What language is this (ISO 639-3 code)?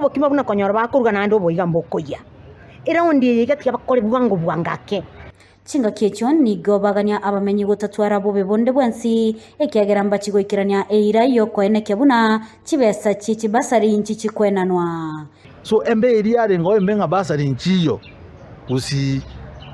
guz